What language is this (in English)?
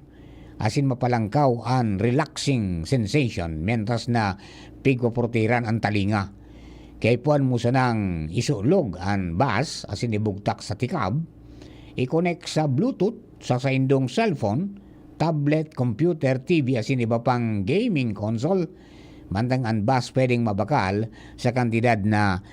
Bikol